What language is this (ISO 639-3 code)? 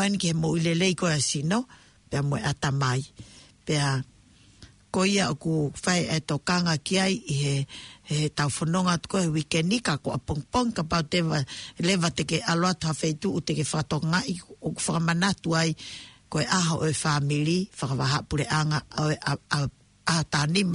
ton